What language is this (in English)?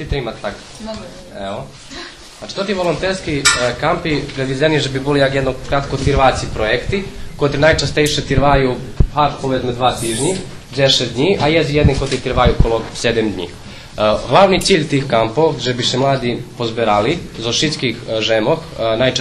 Rusyn